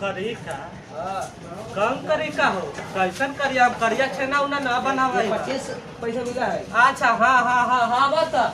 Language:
Magahi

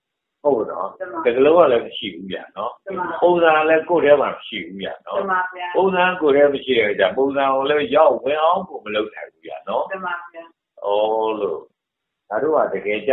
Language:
Burmese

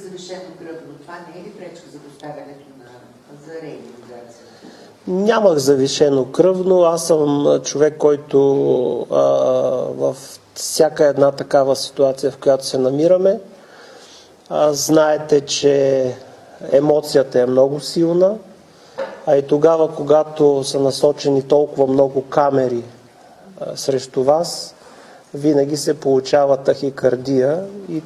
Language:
Bulgarian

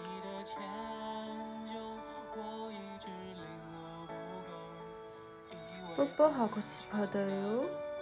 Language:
Chinese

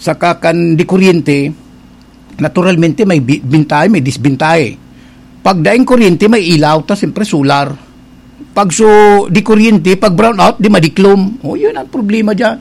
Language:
Bikol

